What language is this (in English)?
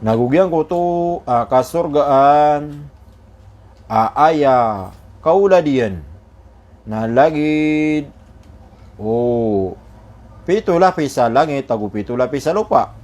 Maranao